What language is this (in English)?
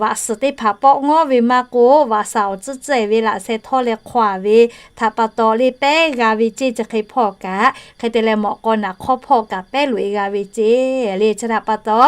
Lahu